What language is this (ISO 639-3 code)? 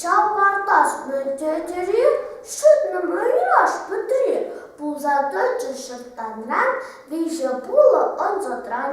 chv